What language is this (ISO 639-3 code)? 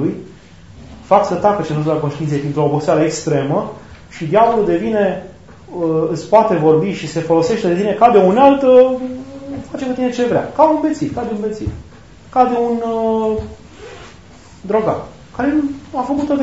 ron